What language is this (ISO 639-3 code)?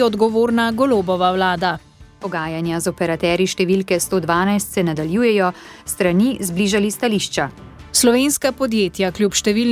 slv